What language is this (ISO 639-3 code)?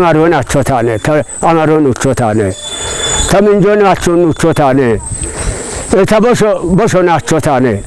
kbr